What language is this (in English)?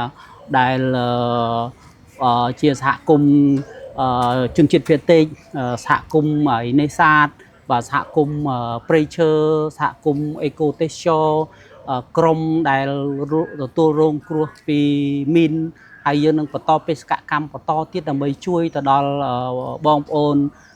Khmer